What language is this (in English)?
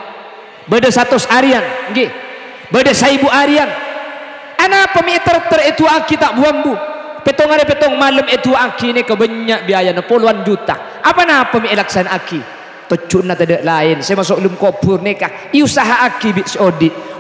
Madurese